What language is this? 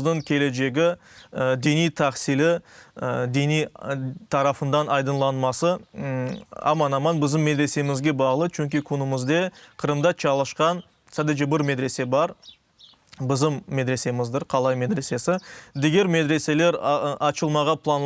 Crimean Tatar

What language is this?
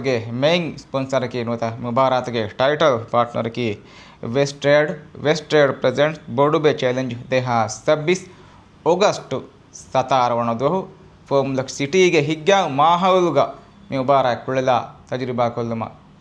Divehi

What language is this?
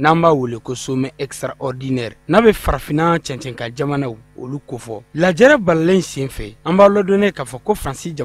Bambara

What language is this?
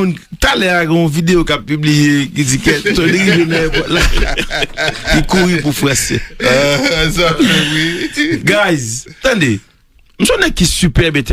Haitian Creole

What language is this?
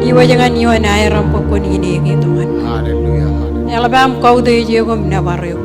Marshallese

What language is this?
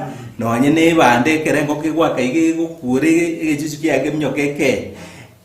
Gusii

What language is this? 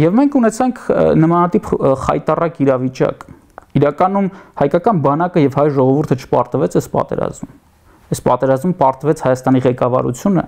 Armenian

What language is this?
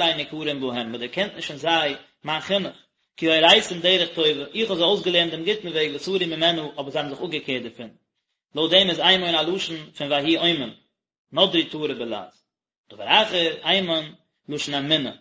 Yiddish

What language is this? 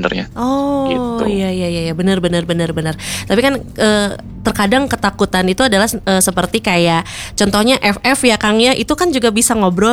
Indonesian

